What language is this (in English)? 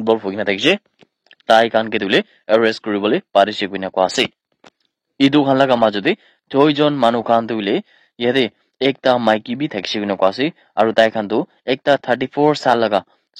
Naga Pidgin